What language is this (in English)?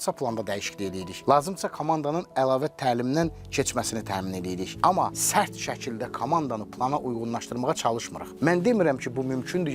Azerbaijani